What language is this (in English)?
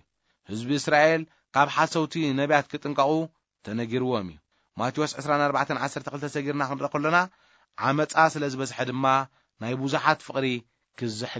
Tigrinya